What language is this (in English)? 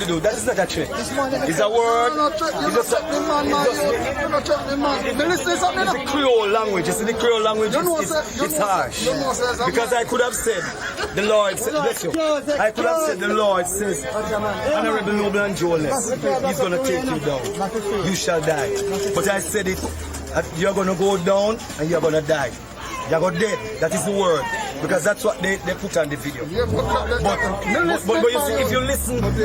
Jamaican Creole English